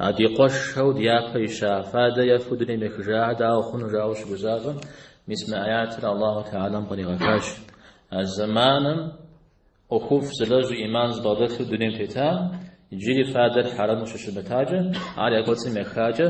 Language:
Kabardian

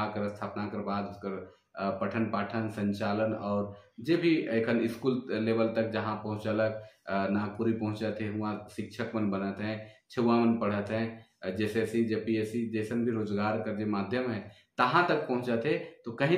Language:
Sadri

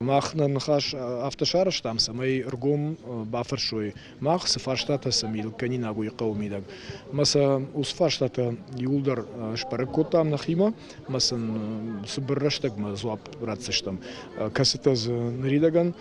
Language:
Ossetic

